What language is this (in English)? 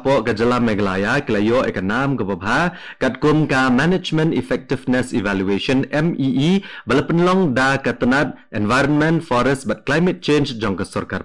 Khasi